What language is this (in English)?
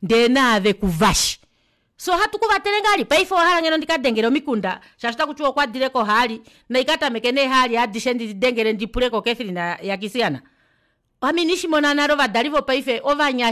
Kuanyama